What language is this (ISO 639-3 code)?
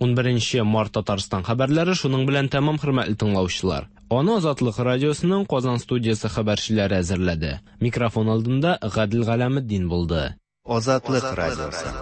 tat